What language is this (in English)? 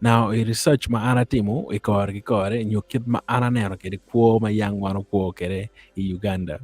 Acoli